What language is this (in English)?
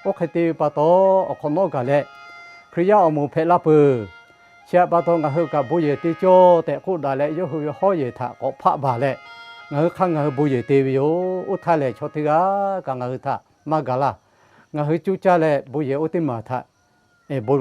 Lahu